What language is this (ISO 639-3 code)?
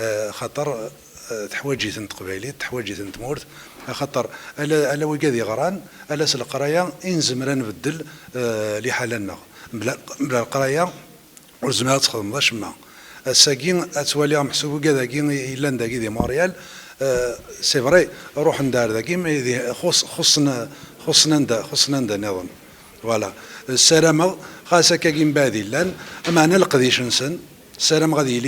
kab